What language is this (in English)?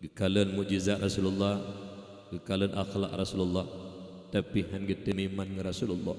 Achinese